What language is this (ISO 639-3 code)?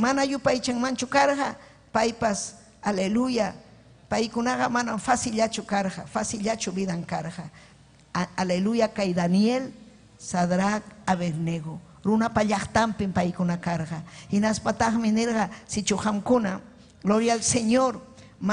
quy